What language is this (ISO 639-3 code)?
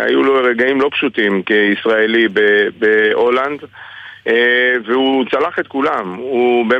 heb